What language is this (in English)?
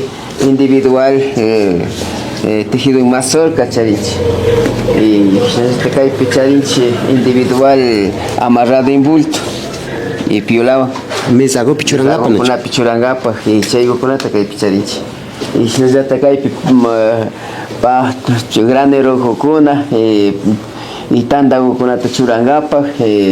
Imbabura Highland Quichua